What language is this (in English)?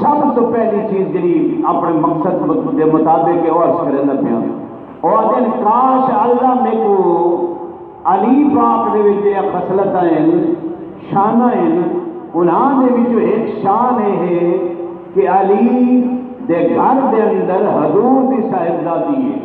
Saraiki